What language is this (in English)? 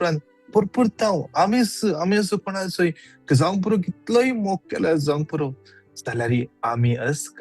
Konkani